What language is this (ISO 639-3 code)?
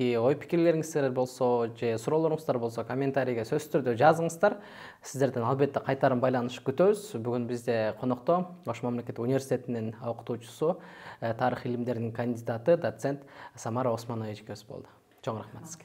kir